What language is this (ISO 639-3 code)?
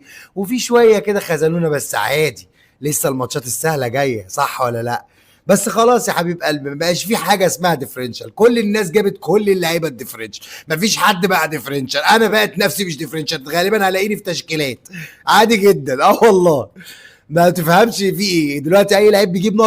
arz